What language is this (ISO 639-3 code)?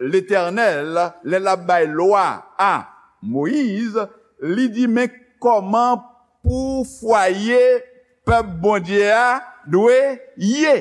hat